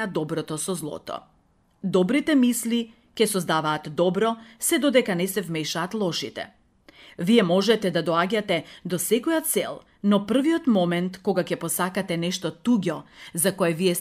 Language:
Macedonian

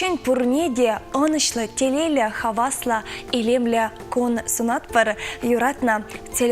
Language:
Chuvash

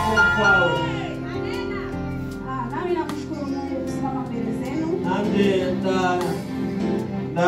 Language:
Swahili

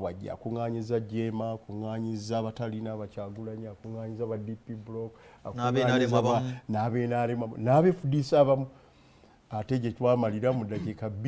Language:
Ganda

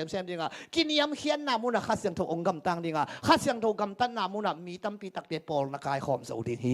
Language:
Tedim Chin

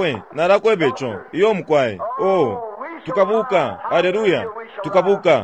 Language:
Bemba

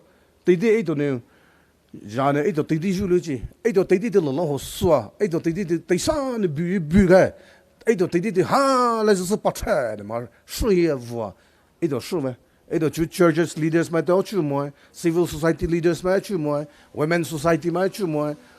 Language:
Poumei Naga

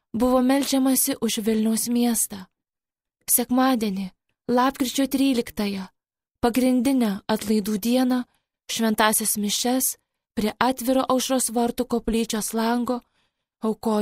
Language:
Lithuanian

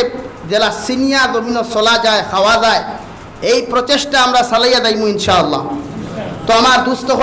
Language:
Sylheti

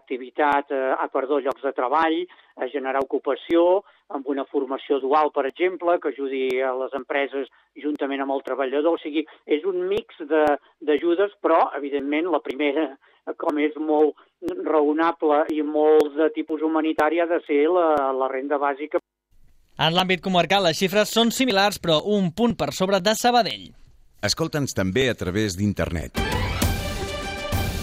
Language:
Catalan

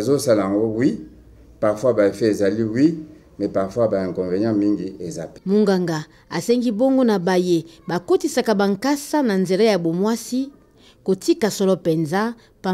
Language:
Lingala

